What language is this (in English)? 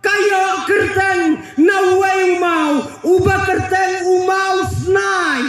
Khasi